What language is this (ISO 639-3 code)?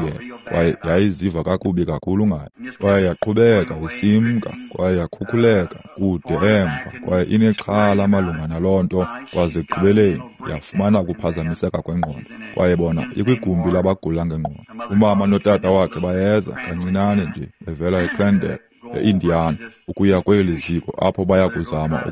xho